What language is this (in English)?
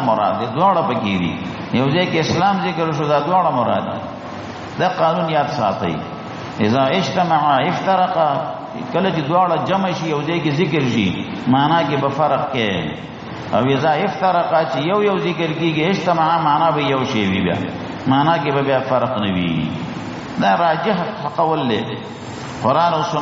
Pashto